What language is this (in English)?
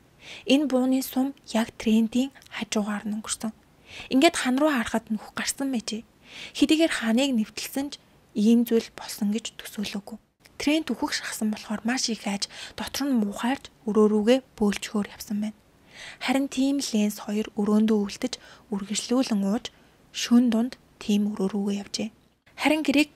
Mongolian